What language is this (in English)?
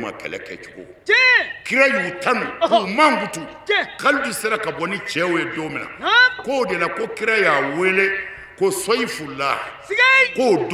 Bambara